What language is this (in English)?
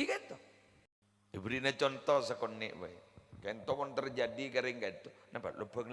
Madurese